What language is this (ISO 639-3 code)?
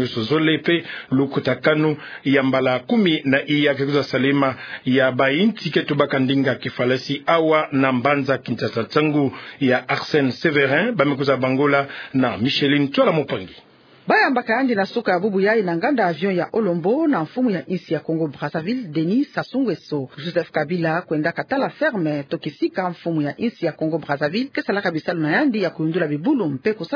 ktu